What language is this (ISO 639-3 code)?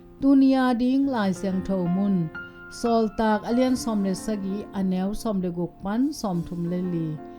ctd